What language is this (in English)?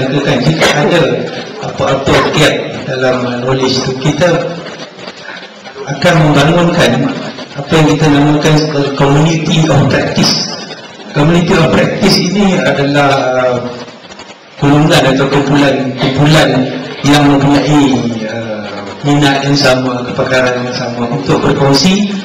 Malay